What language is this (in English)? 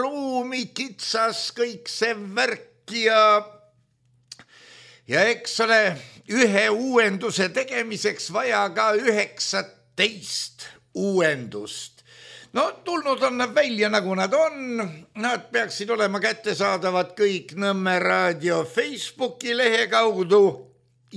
Estonian